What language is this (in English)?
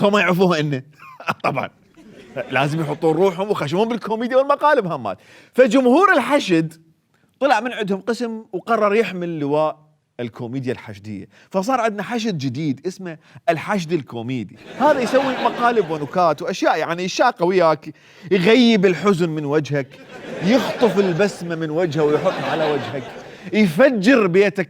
Mesopotamian Arabic